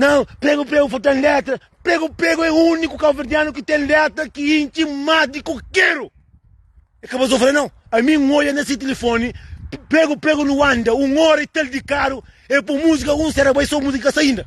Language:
Kabuverdianu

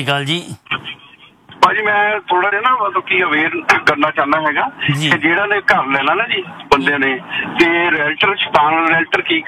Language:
Punjabi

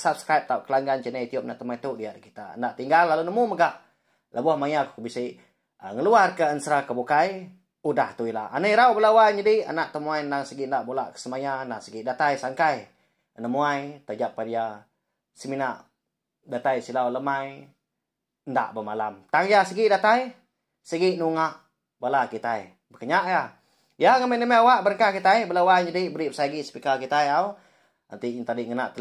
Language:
Iban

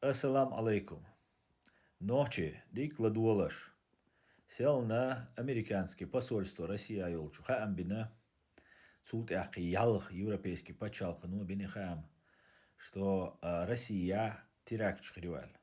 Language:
Chechen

